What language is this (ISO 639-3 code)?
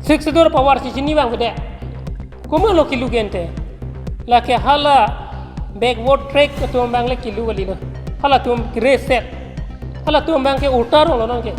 mjw